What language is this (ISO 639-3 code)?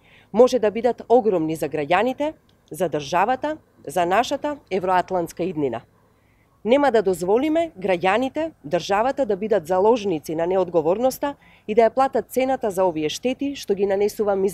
mkd